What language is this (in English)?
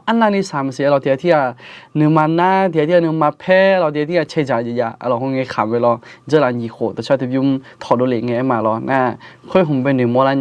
Akha